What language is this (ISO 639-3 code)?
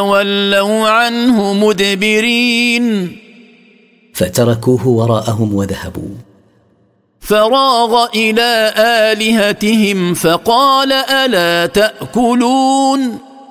ara